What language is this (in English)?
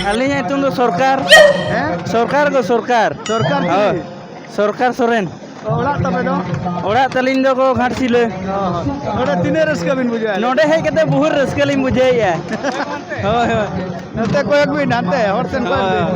Santali